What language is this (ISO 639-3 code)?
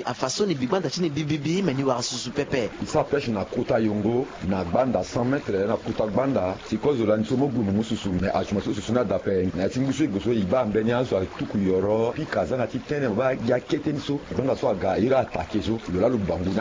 sag